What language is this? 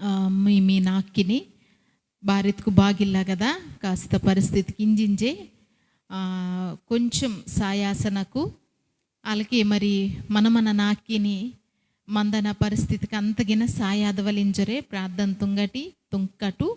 Koya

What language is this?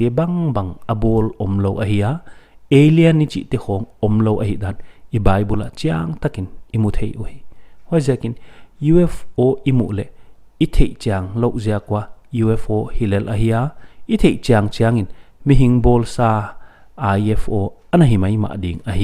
Paite Chin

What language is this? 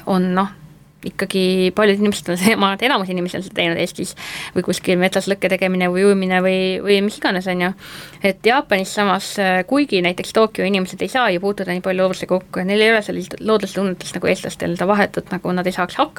Estonian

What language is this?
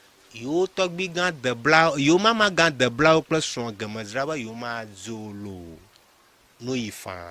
Ewe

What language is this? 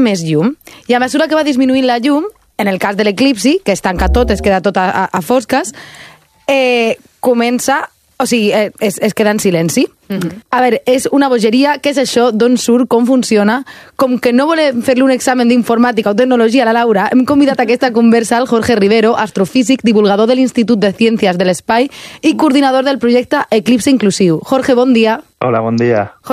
Catalan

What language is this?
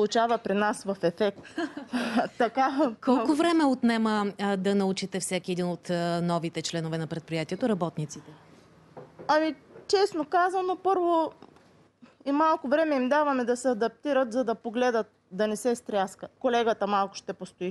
Bulgarian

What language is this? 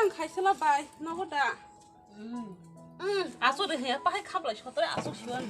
Kok Borok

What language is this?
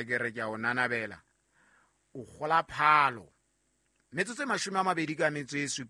Southern Sotho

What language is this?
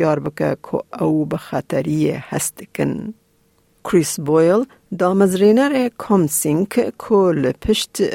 Kurdish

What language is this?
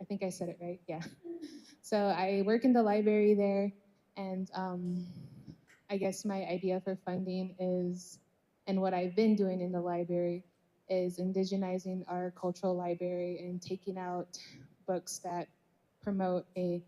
Navajo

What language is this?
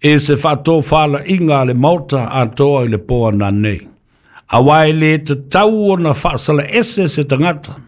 Samoan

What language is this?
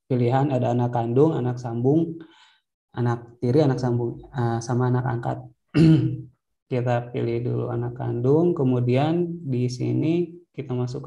Indonesian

